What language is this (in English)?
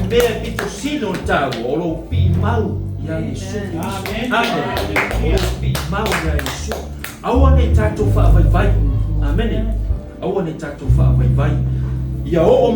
Samoan